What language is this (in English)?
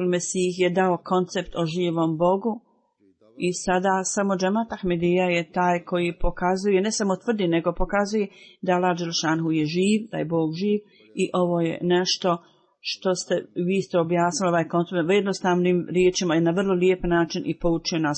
Bosnian